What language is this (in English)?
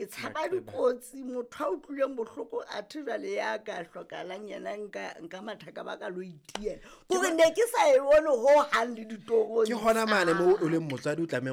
Southern Sotho